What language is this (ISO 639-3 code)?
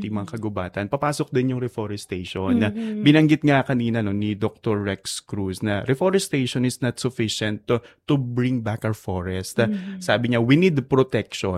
fil